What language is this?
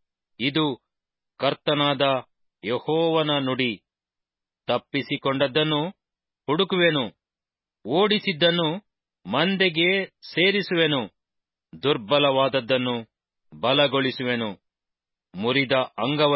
Kannada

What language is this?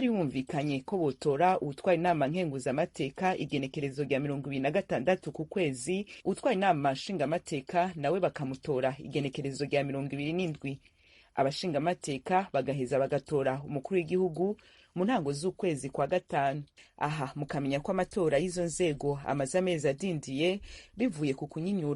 Rundi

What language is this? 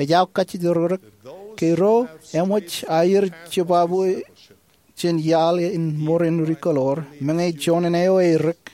Marshallese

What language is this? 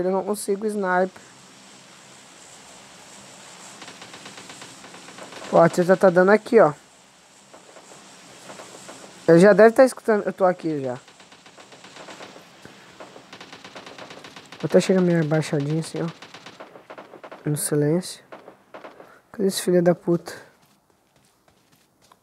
Portuguese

